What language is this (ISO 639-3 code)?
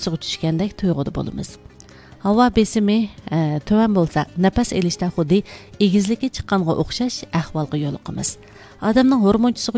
uig